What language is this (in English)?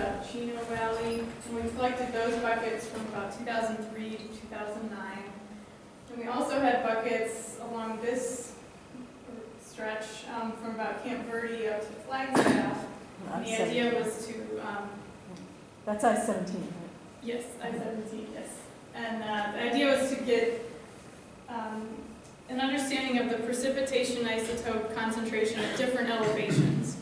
English